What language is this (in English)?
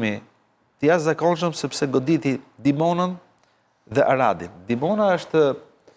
Albanian